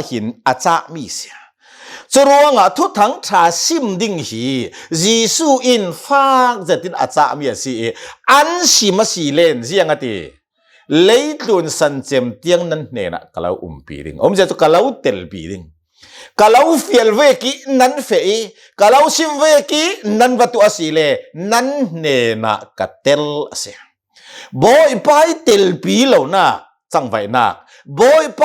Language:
Hakha Chin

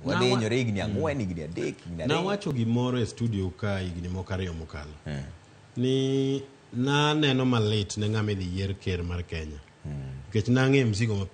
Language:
Luo (Kenya and Tanzania)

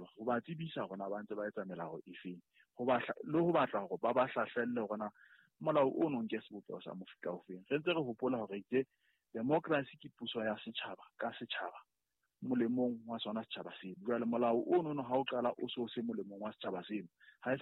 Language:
Southern Sotho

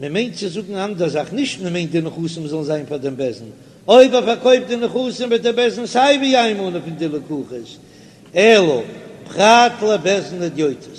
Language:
Yiddish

